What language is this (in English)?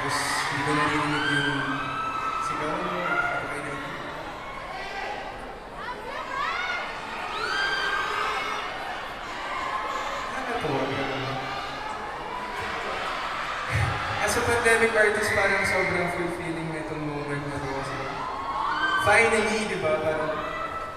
Filipino